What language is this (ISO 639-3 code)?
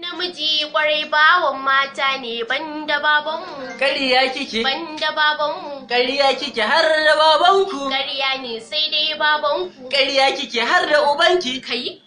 hau